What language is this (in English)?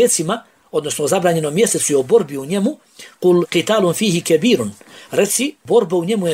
Bosnian